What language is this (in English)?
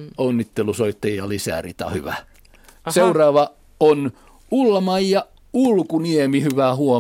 Finnish